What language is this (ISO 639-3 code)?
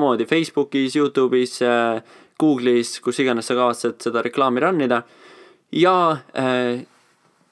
est